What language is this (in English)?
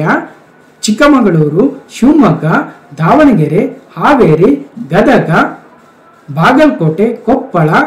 Kannada